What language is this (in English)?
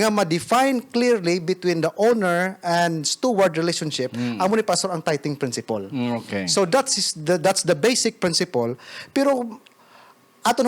Hiligaynon